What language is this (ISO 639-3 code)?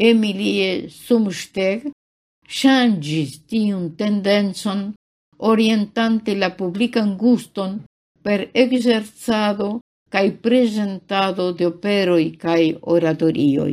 epo